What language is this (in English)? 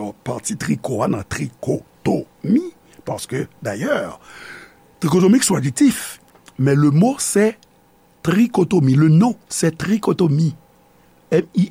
Haitian Creole